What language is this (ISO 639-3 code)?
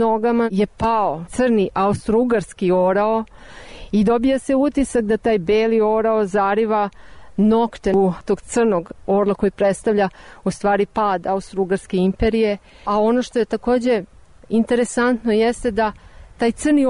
srp